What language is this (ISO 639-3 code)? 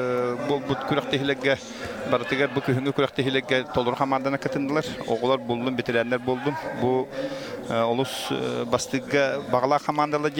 sah